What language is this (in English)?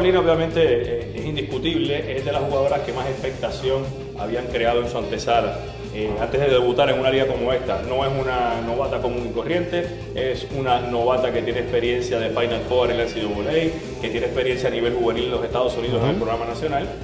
Spanish